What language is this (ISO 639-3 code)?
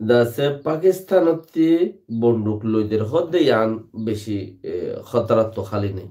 rhg